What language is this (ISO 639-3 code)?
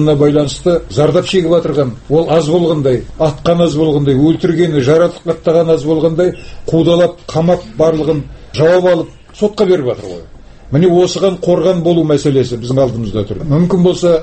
kaz